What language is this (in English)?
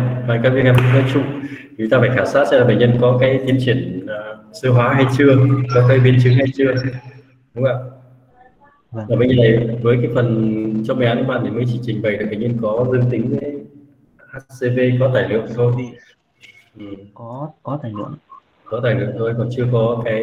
Vietnamese